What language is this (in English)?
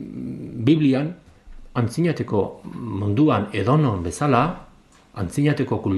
Basque